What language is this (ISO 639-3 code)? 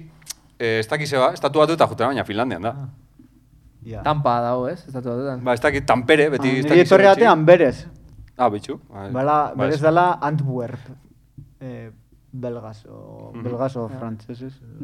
eus